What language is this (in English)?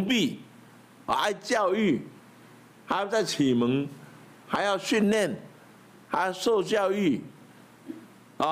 Chinese